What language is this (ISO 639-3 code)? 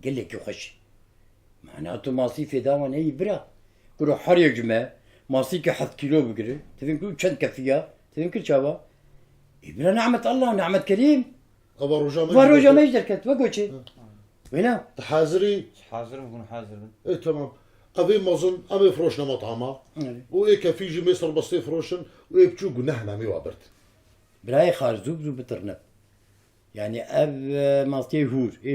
kur